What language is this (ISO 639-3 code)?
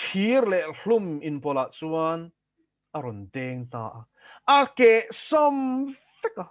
lus